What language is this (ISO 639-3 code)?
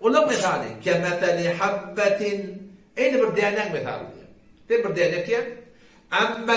tuk